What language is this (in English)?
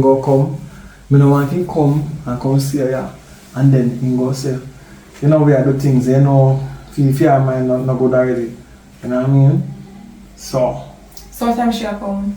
Jamaican Creole English